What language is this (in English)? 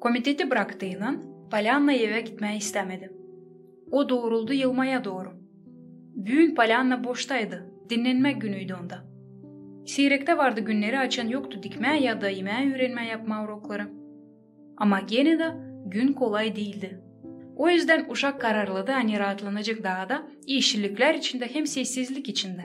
Gagauz